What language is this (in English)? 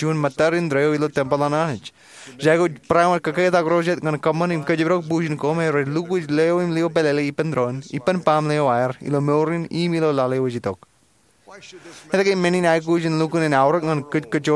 Marshallese